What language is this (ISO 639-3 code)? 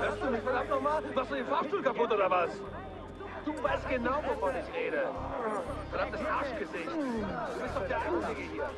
bar